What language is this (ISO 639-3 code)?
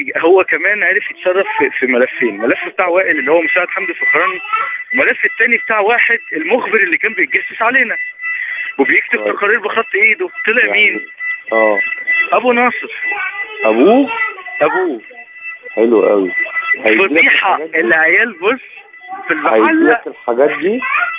arz